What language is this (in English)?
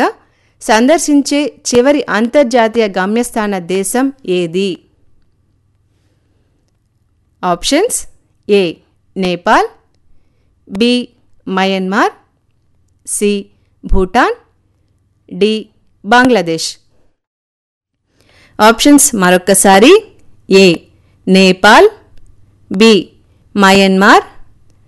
Telugu